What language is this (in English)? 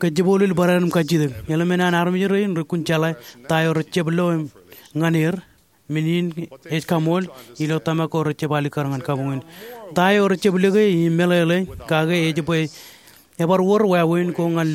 Marshallese